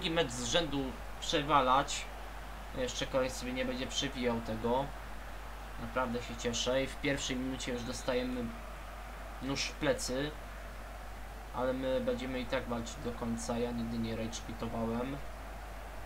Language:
Polish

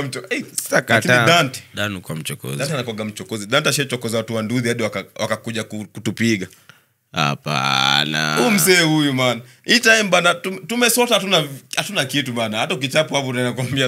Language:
Swahili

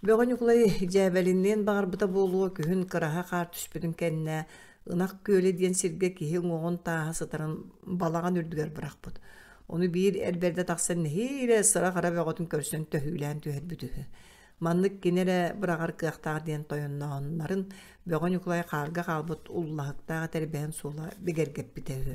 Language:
Yakut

